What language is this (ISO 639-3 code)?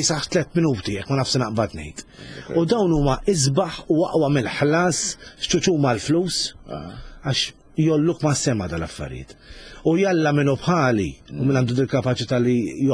mlt